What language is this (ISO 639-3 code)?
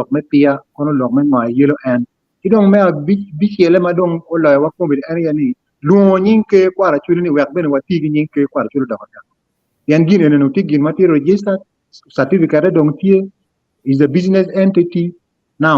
ach